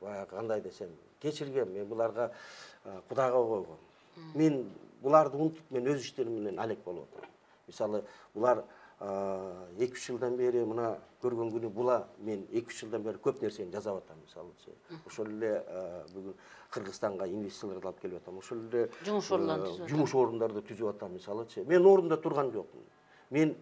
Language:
Kyrgyz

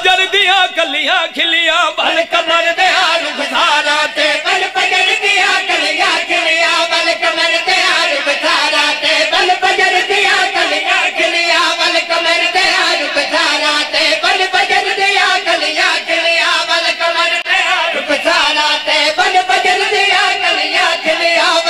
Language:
Saraiki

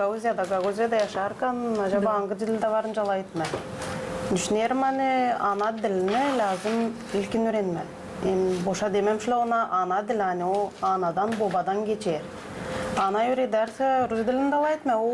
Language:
Gagauz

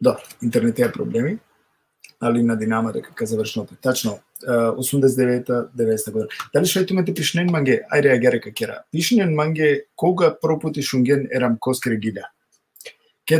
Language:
Balkan Romani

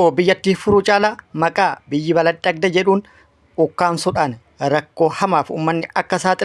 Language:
Oromo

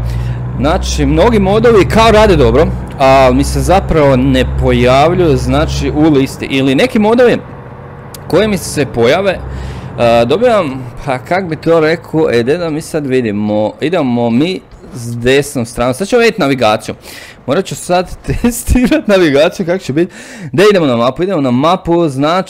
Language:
Croatian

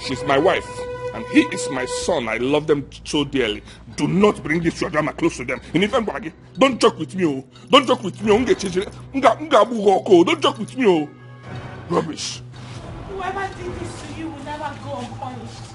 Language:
Nigerian Pidgin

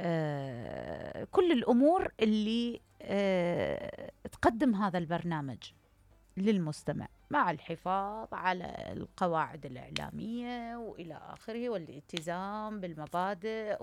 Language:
Mesopotamian Arabic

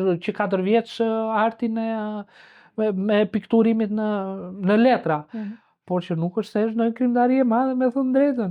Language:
Albanian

